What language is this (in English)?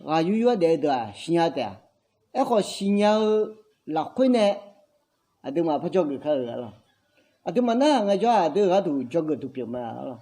Akha